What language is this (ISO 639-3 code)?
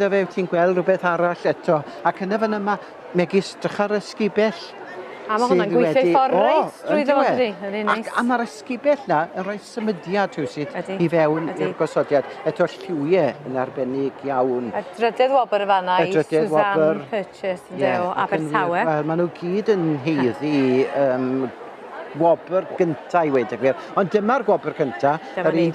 cym